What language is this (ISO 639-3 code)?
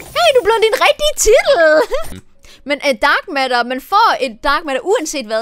dan